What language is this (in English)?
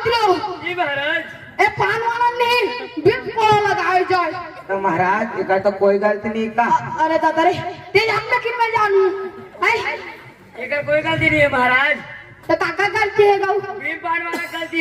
Chhattisgarhi